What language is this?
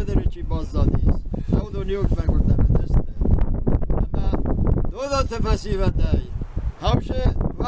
Ossetic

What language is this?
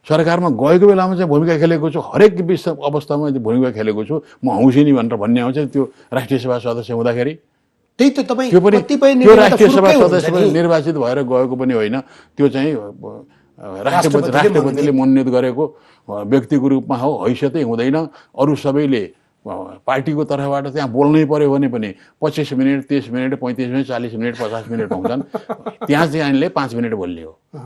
Nepali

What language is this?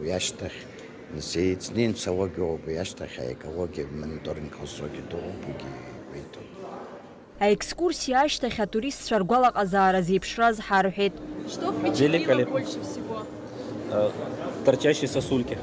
Abkhazian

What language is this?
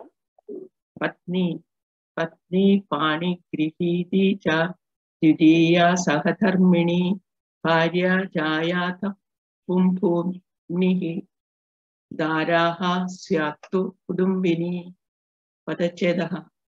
Sanskrit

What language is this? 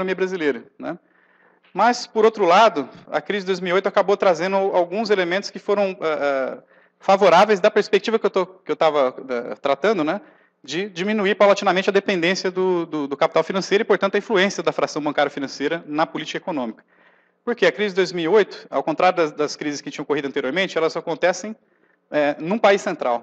Portuguese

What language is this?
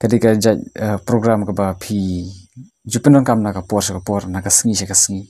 Khasi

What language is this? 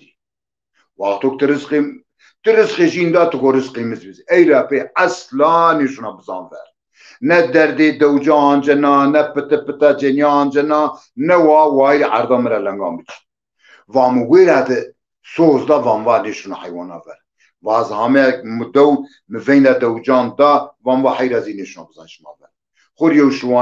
Zaza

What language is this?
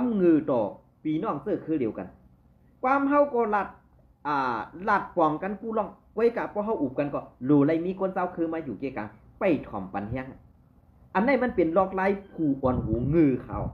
Shan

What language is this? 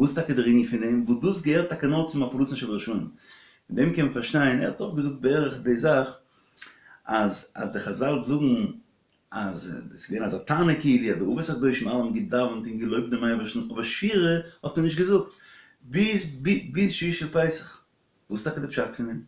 Yiddish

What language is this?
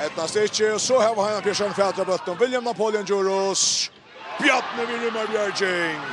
Faroese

